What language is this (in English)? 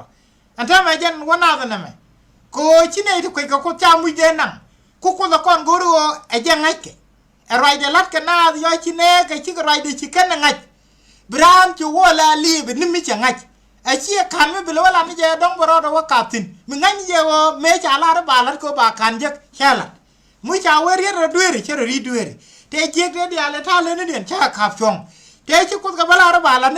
Nuer